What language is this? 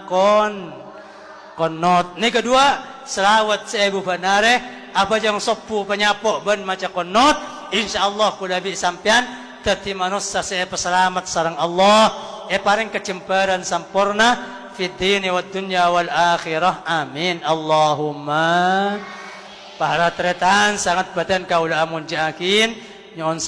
Madurese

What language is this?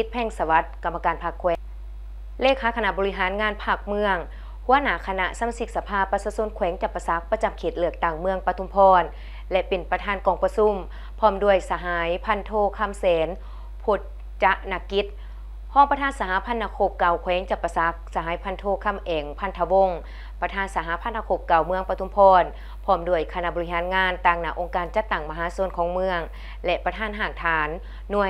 Lao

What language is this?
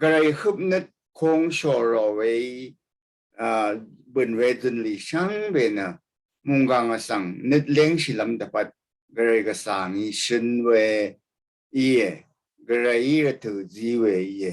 Rawang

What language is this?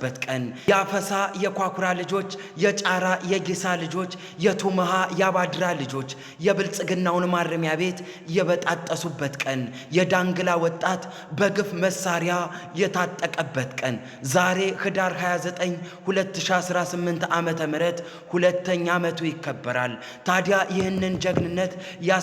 Amharic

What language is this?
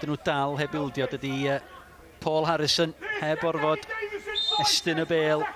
Welsh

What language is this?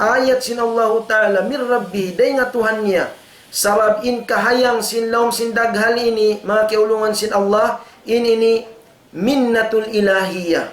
Tausug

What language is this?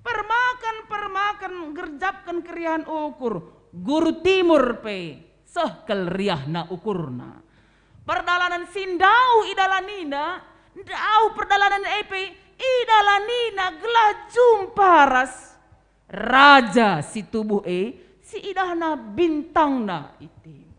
Batak Karo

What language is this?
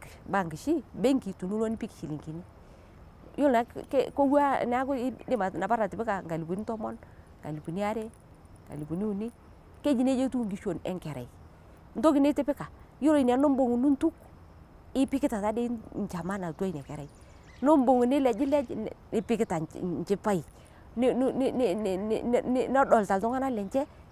Masai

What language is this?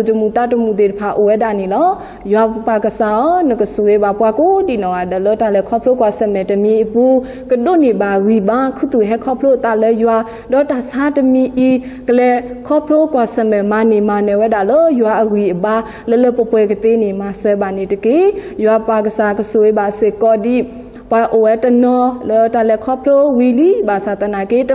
S'gaw Karen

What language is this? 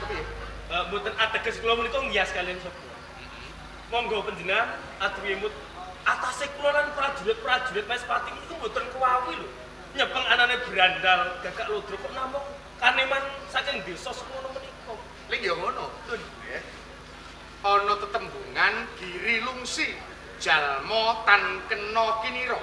Javanese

